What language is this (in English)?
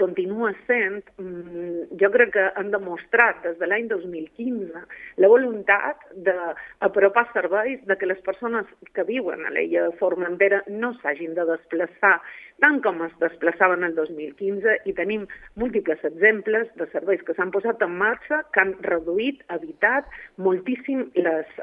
Catalan